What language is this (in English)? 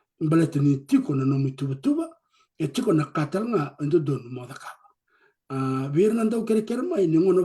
Fijian